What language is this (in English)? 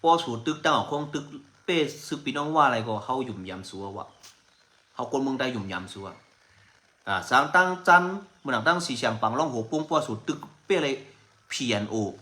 Shan